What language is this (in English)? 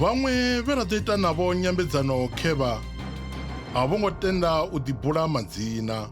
Venda